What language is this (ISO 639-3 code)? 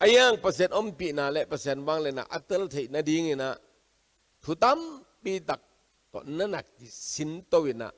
ctd